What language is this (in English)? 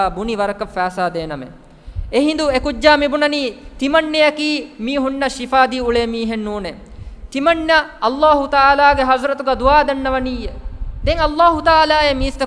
Divehi